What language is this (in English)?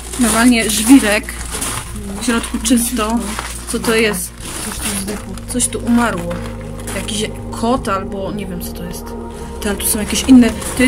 Polish